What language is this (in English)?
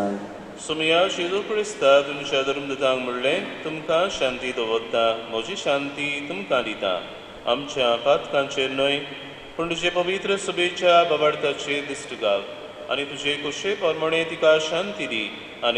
Konkani